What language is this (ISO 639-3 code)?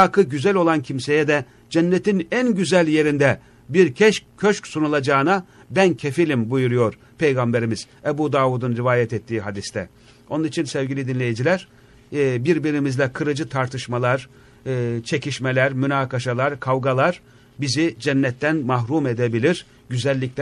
tur